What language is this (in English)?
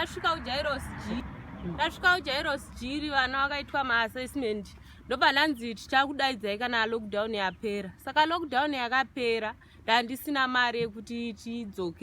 Shona